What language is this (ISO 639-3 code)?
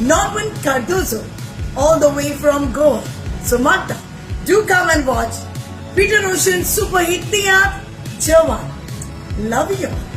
kok